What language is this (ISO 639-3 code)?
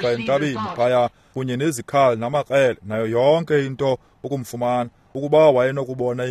xho